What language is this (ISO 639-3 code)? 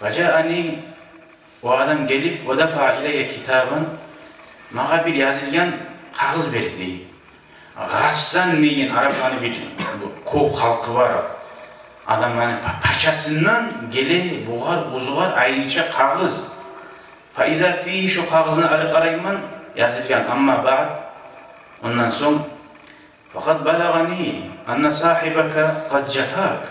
kum